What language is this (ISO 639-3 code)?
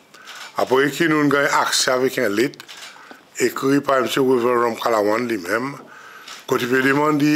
crs